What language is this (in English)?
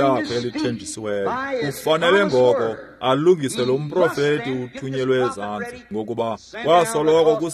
Xhosa